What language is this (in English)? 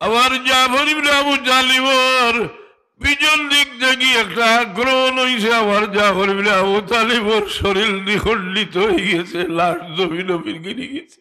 Sylheti